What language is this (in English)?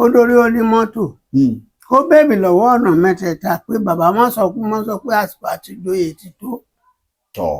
Yoruba